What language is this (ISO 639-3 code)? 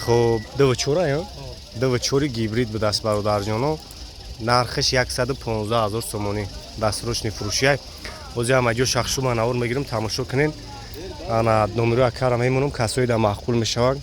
tgk